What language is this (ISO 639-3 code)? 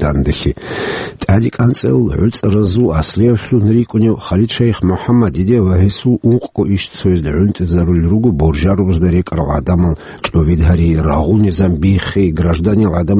ava